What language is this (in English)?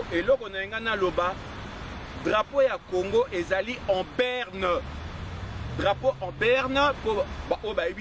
Lingala